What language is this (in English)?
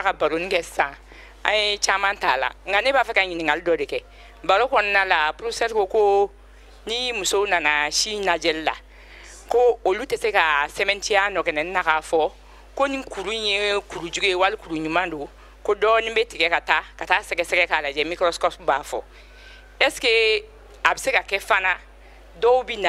Bambara